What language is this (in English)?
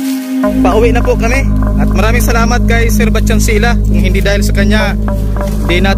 Filipino